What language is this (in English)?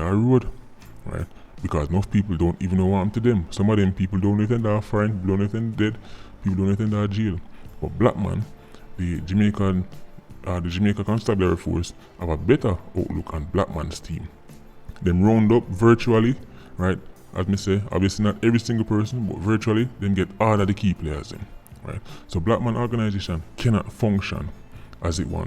Jamaican Creole English